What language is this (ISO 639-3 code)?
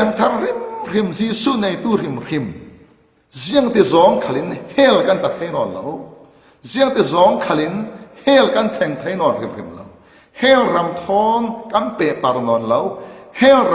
cfm